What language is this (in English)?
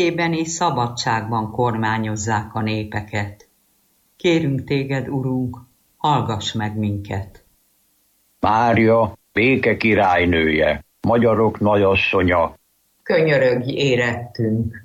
Hungarian